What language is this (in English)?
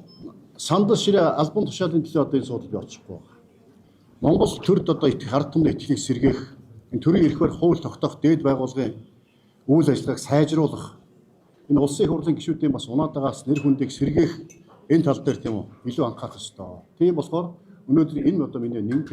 Mongolian